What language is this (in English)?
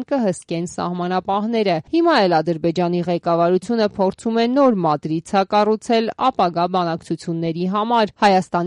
Armenian